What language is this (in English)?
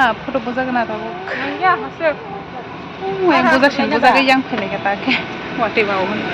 Kok Borok